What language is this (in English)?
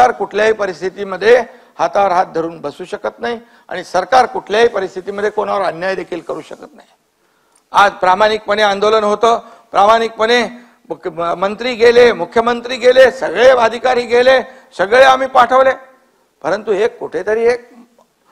Marathi